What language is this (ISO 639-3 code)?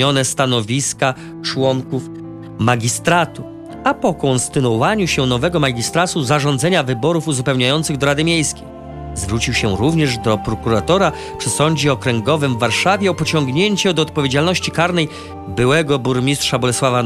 pol